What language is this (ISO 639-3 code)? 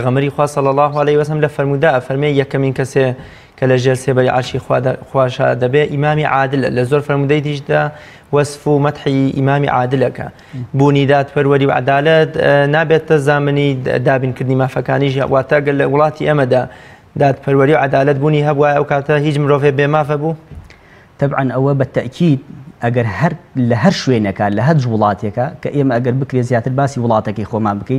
ckb